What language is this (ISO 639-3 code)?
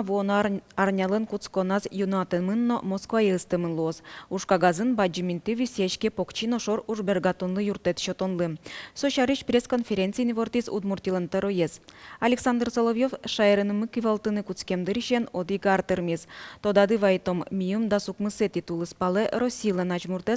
udm